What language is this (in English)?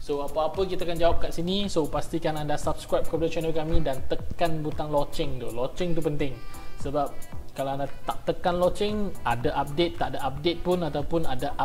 Malay